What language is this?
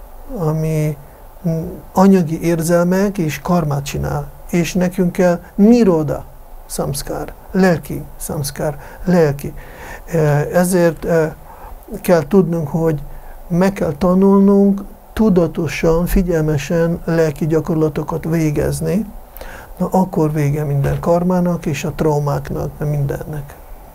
Hungarian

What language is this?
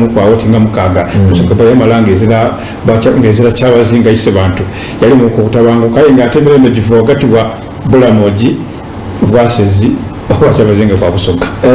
Soga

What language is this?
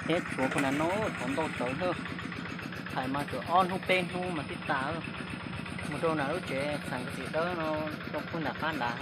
Hmong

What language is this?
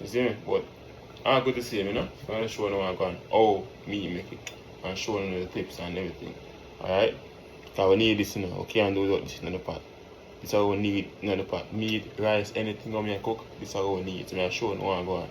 Jamaican Creole English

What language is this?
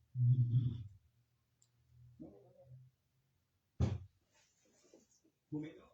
Northeastern Thai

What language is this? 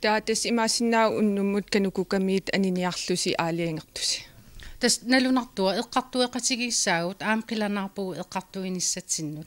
Kalaallisut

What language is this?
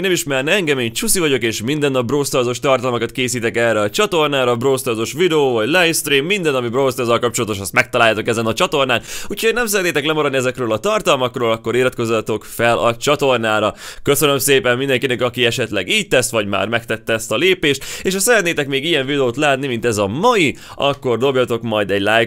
Hungarian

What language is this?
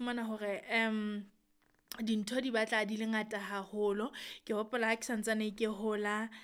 Southern Sotho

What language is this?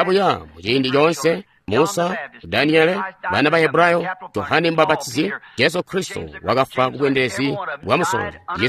Tonga (Zambia)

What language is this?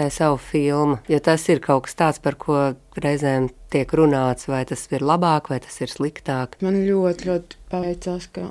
Latvian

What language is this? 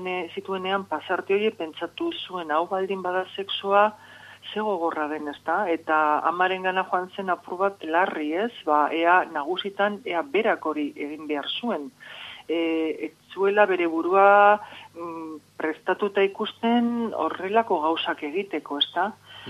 Basque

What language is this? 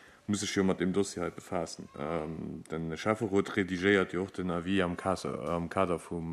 Luxembourgish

